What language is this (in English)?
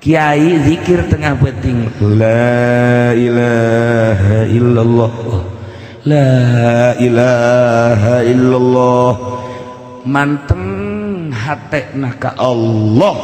Sundanese